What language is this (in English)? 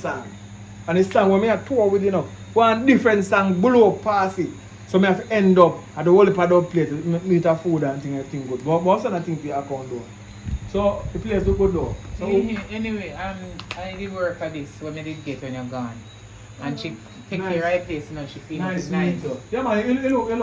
Jamaican Creole English